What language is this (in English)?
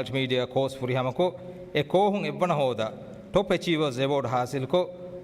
Divehi